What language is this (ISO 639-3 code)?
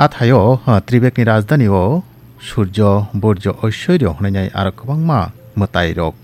trp